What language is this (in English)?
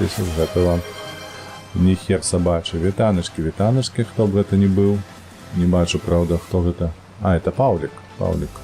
Belarusian